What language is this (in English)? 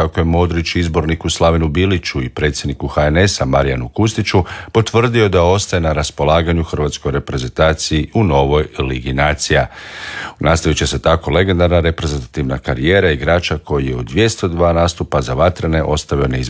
Croatian